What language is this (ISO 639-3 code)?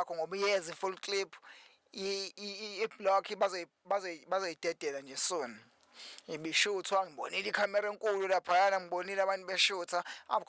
zul